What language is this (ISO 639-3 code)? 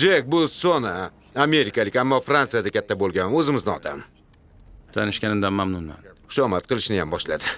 uzb